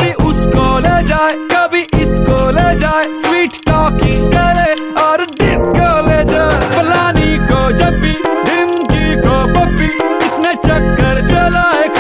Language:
Hindi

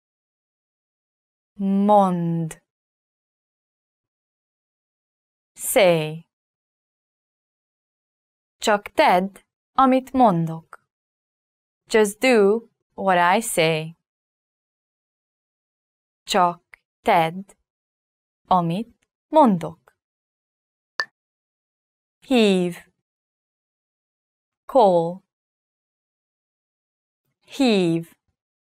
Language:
Hungarian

